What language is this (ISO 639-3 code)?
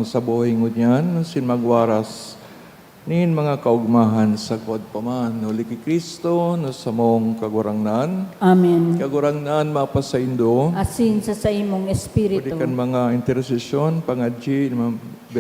bik